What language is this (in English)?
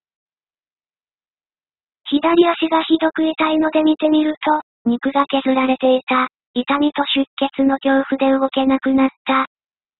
Japanese